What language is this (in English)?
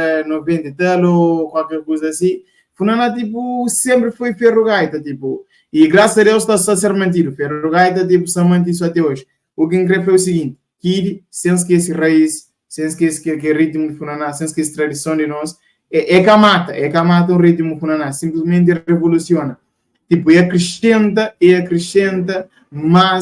Kabuverdianu